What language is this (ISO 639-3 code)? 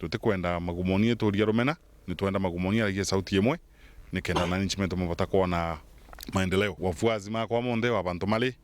mer